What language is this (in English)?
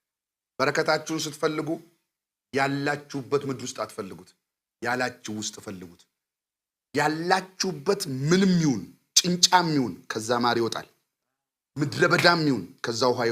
Amharic